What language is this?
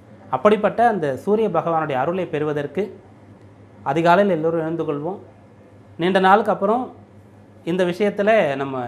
Tamil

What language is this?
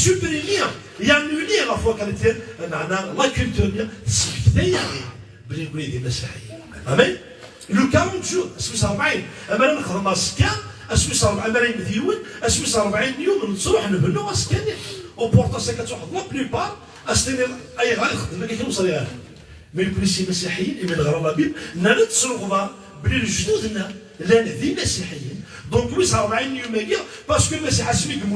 Kabyle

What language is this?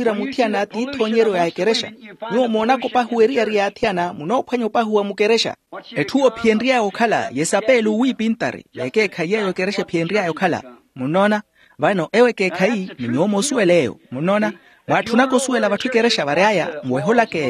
Makhuwa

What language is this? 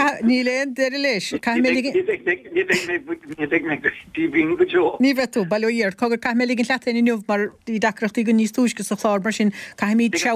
Irish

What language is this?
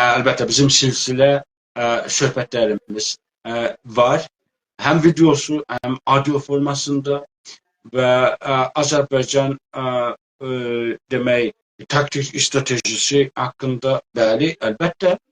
South Azerbaijani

